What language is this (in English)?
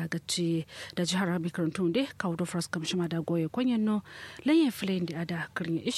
Kanuri